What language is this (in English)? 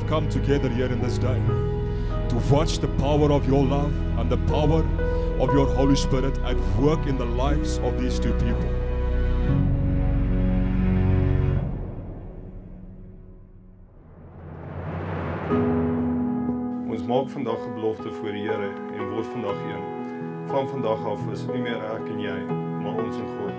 Afrikaans